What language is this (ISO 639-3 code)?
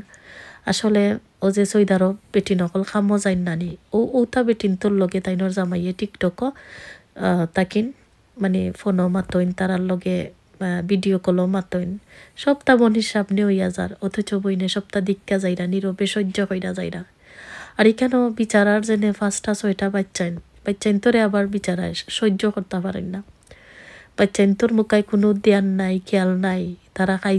syl